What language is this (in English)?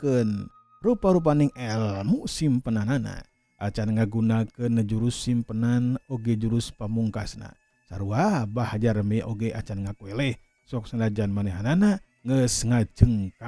Sundanese